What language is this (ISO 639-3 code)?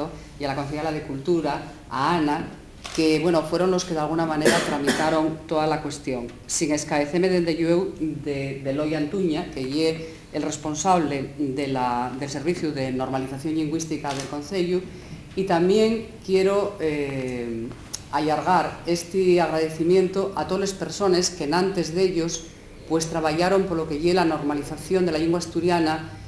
ast